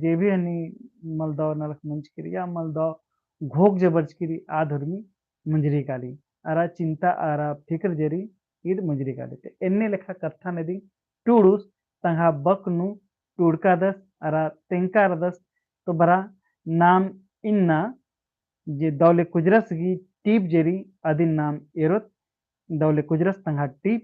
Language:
Kurukh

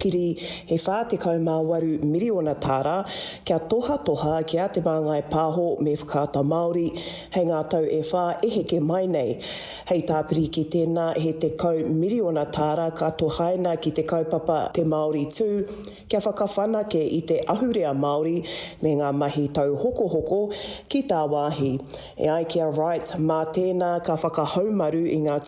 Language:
Māori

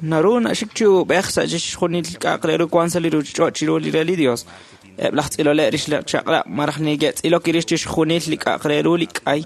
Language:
Kekchí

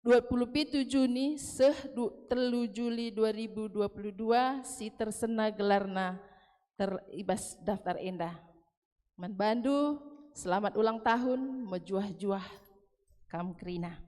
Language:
Batak Karo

